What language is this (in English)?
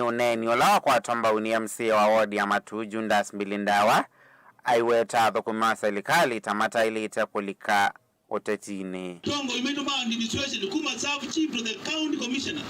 Kamba